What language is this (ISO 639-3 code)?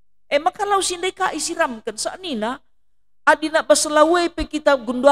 btx